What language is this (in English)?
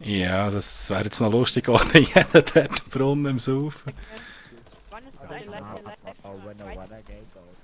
Swiss German